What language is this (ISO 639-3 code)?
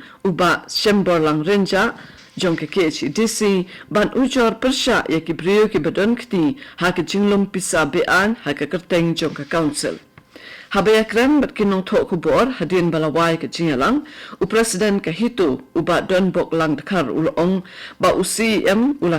kha